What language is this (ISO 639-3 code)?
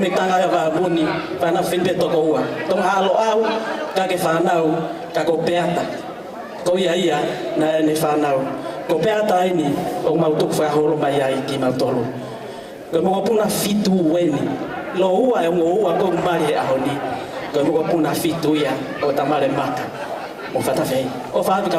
ton